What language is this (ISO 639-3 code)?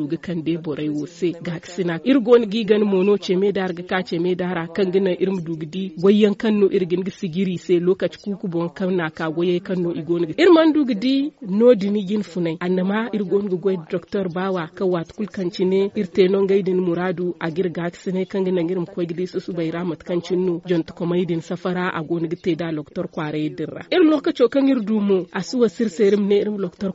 dje